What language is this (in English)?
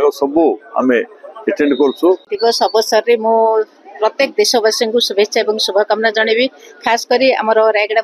Odia